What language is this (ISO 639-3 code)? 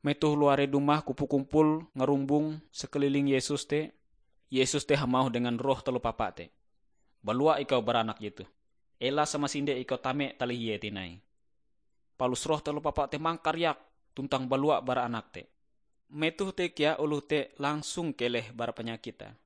nij